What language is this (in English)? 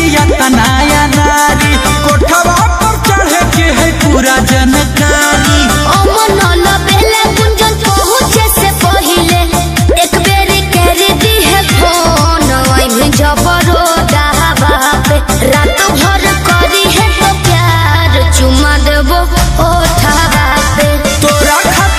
Bhojpuri